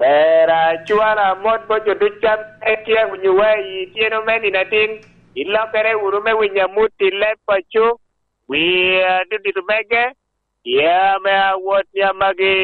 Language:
Lango (Uganda)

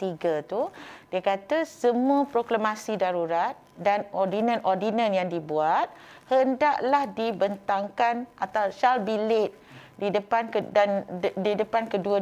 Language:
Malay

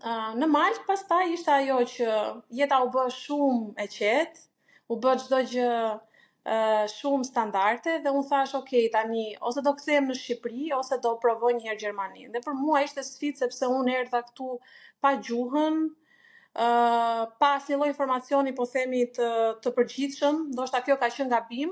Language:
Albanian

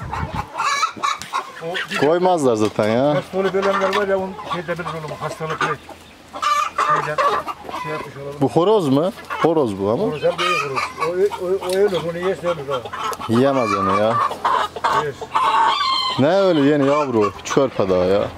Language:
Turkish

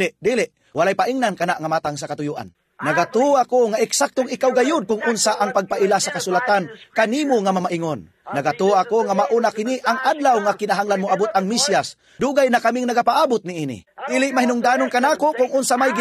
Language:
Cebuano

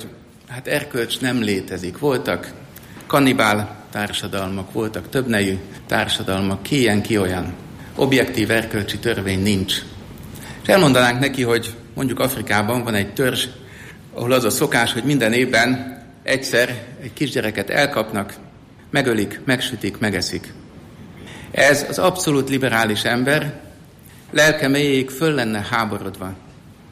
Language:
Hungarian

